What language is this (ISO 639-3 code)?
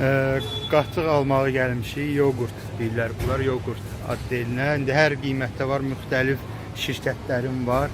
aze